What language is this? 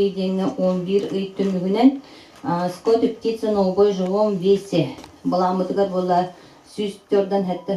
Yakut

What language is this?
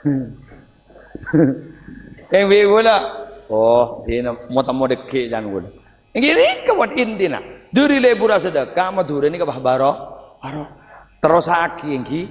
Madurese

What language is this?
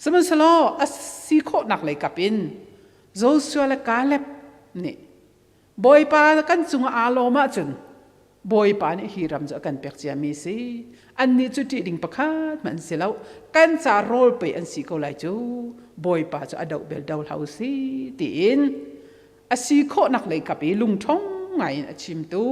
Hakha Chin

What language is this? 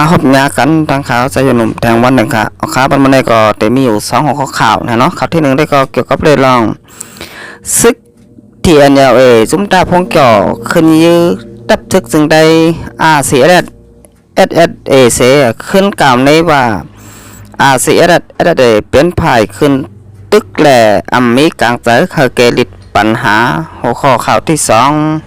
Shan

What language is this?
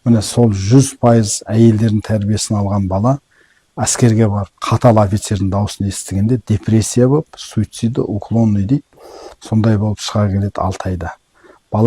Kazakh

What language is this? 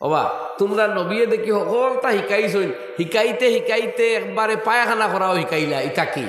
Sylheti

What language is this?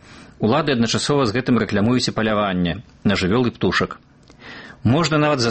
Belarusian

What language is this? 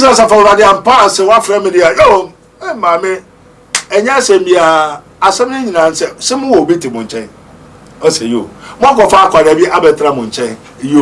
Akan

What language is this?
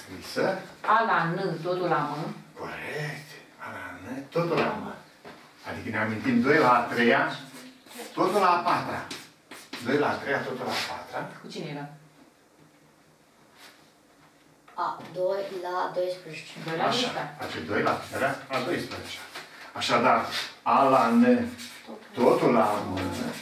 Romanian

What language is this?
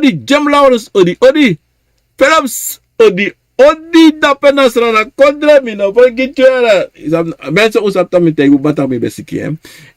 Sranan Tongo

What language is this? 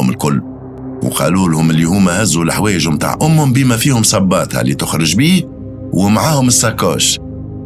Tunisian Arabic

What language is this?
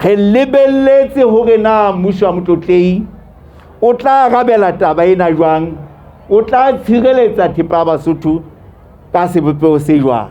Southern Sotho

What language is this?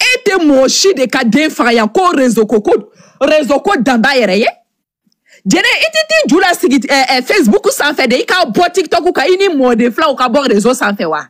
Bambara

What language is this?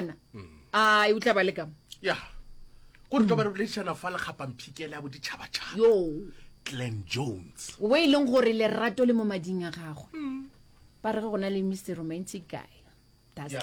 Northern Sotho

